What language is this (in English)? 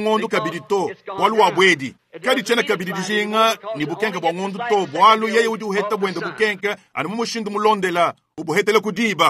Luba-Lulua